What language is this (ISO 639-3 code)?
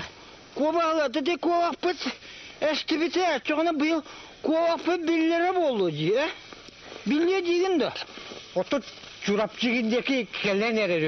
sah